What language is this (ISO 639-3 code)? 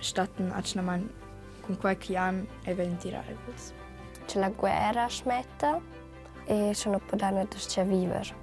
roh